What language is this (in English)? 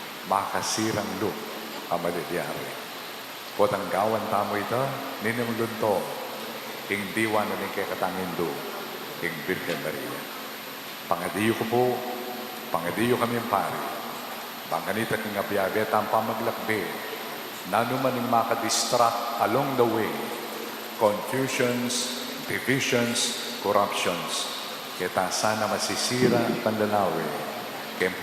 Pampanga